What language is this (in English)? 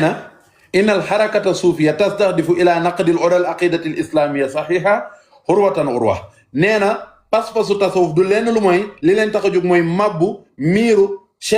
Wolof